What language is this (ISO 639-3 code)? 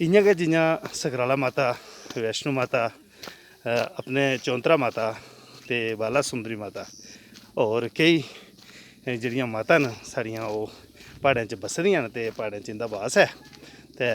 doi